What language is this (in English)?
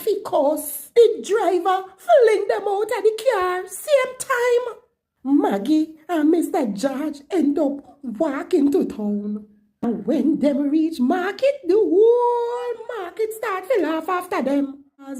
Jamaican Creole English